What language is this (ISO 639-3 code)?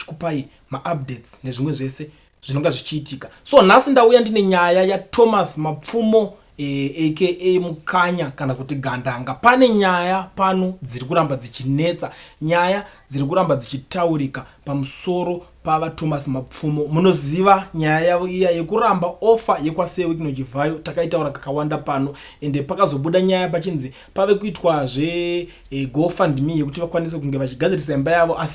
sna